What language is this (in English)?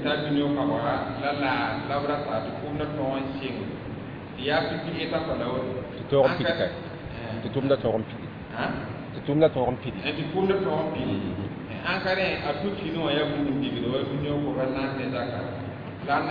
Mossi